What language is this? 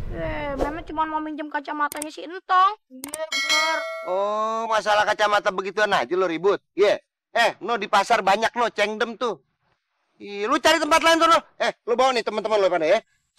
Betawi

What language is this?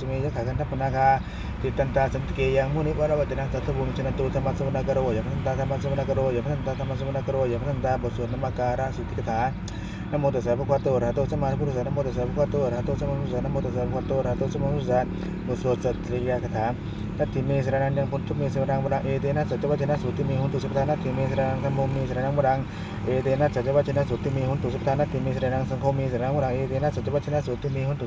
Pali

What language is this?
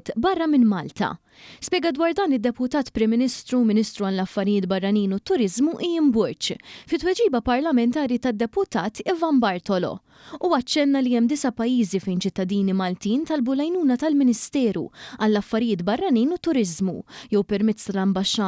Maltese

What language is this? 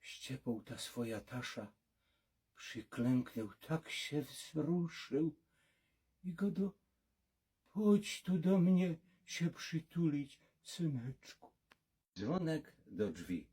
Silesian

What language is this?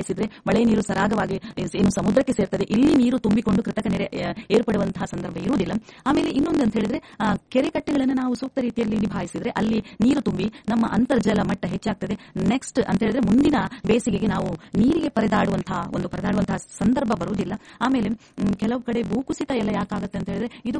Kannada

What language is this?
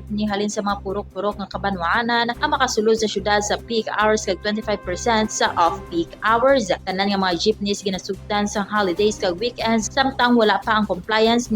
Hiligaynon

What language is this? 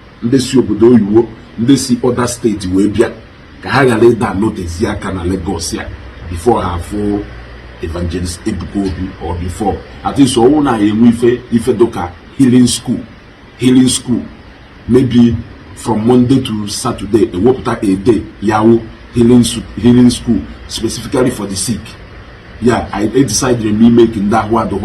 Igbo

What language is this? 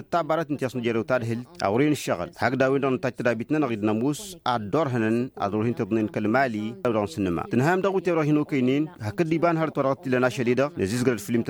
Tamasheq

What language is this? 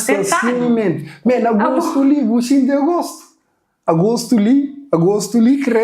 Kabuverdianu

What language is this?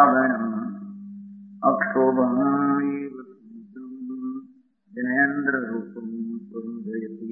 Gujarati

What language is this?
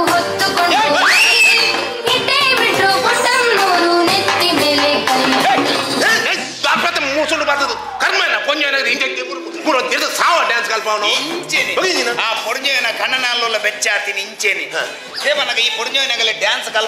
Tulu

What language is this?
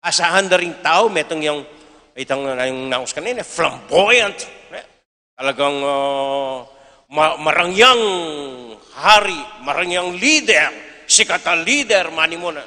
Pampanga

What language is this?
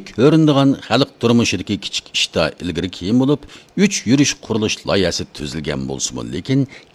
Uyghur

